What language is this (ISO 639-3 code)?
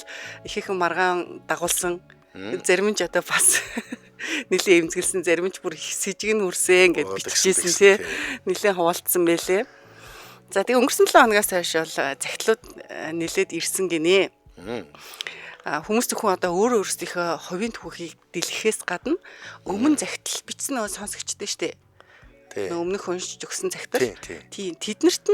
mon